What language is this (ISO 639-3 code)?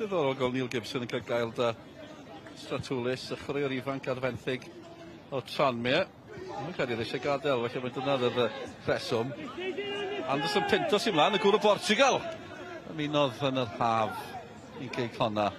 cym